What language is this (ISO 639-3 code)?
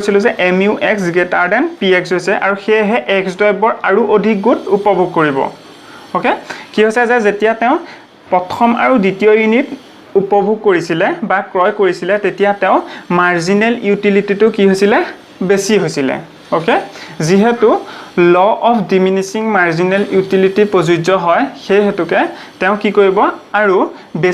asm